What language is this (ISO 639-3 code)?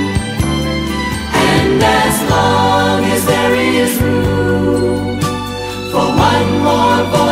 eng